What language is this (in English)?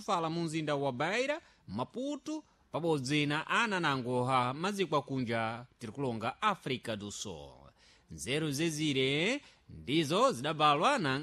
Sena